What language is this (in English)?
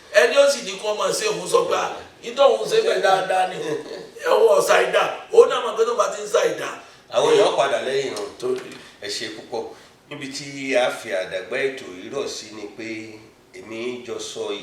Yoruba